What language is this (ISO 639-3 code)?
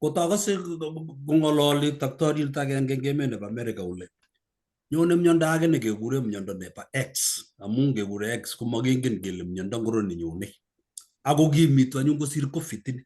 kln